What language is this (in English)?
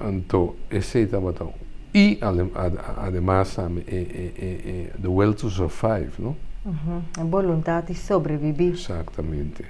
Papiamento